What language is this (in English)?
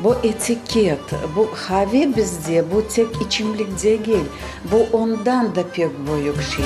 Crimean Tatar